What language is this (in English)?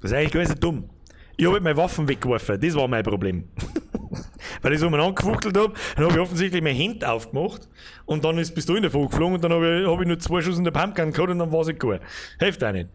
Bavarian